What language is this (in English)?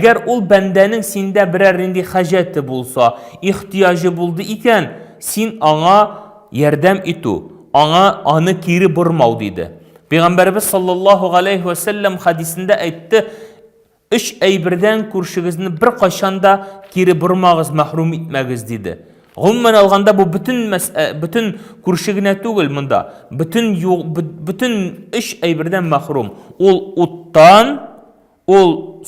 Tatar